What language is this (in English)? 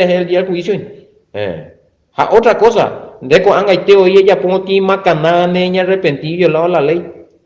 Guarani